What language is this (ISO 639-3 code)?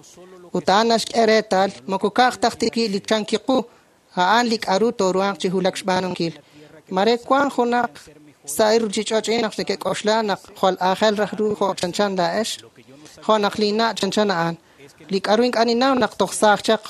kek